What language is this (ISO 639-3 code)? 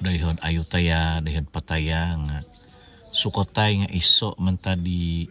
dtp